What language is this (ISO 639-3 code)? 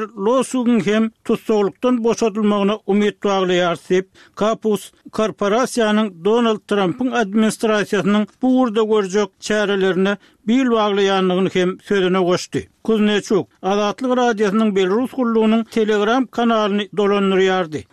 tuk